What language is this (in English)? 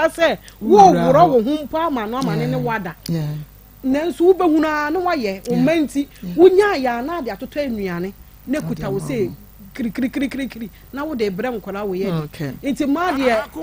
Akan